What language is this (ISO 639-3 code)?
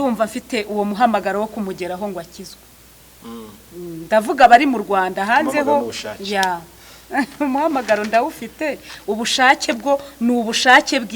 kin